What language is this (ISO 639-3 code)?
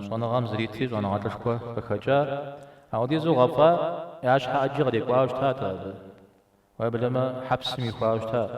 kbd